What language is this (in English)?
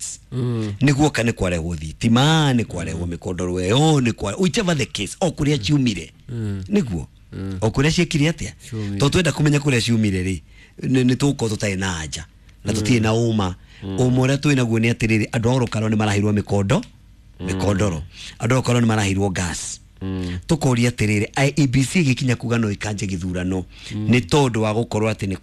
Kikuyu